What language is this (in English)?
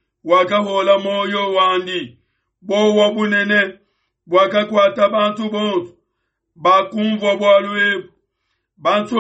Luba-Lulua